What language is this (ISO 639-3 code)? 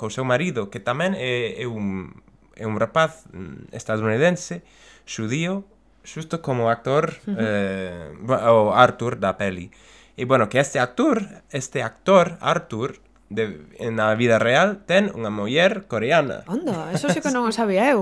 glg